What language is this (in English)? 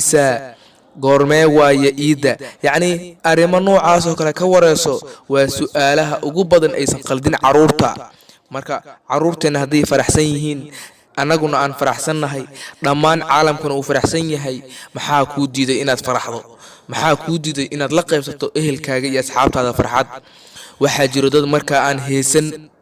Somali